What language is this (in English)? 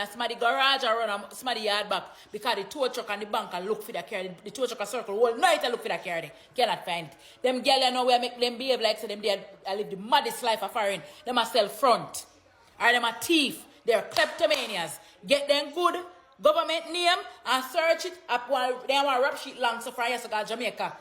Jamaican Creole English